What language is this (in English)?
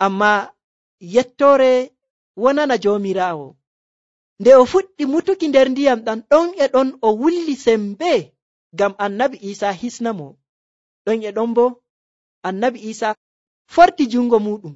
Nigerian Fulfulde